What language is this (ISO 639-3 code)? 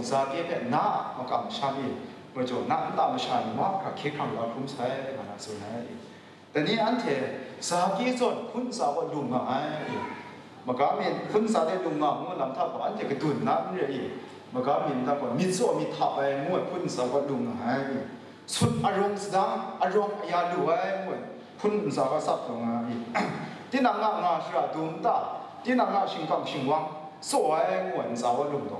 kac